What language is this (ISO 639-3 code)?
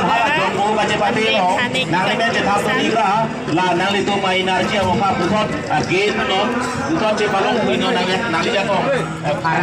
mjw